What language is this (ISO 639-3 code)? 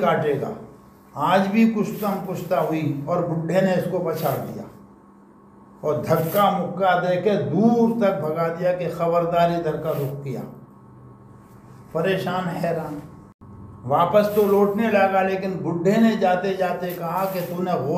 urd